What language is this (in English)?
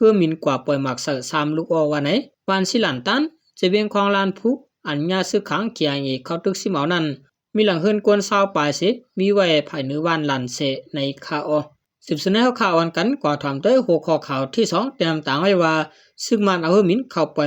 Shan